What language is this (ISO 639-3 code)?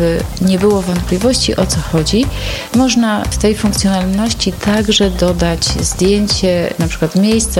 pol